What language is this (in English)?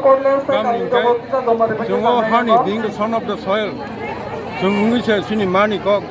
Kok Borok